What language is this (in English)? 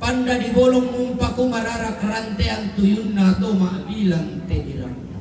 Toraja-Sa'dan